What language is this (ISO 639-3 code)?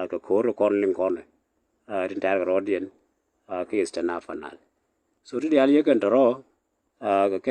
nus